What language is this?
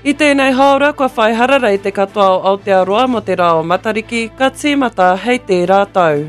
Māori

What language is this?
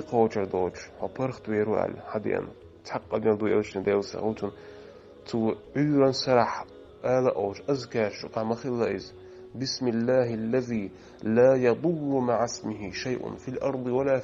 Chechen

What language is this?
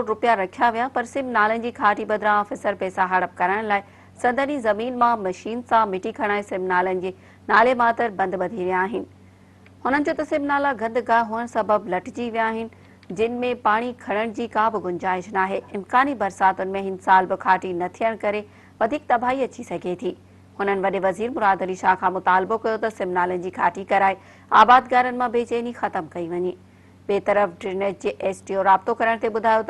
Sindhi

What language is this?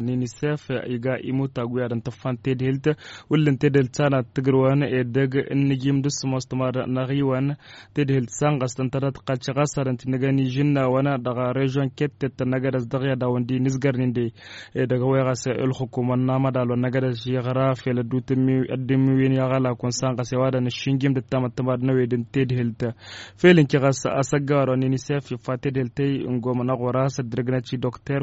Hausa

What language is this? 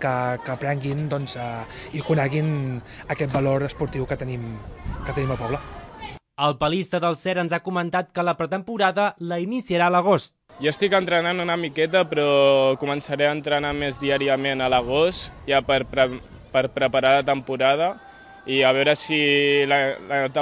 Catalan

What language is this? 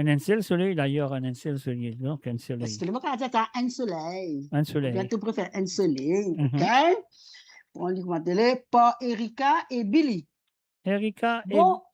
Morisyen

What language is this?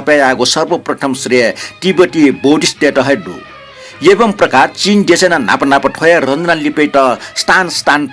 Newari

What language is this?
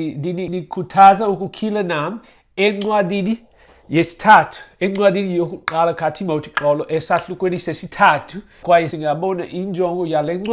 Xhosa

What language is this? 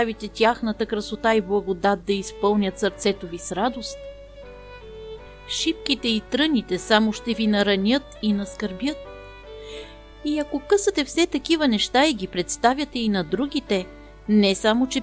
Bulgarian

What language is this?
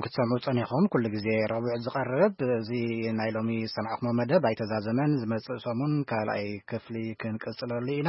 Tigrinya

